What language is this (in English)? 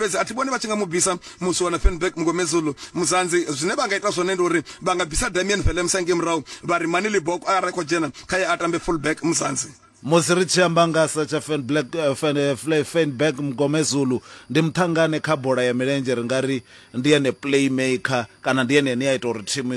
Venda